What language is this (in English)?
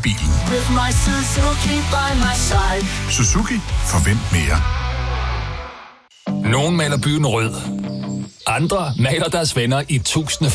Danish